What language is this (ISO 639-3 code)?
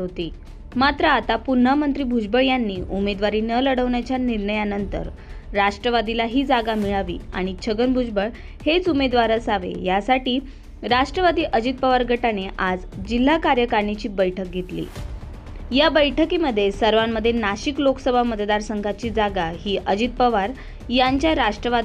mar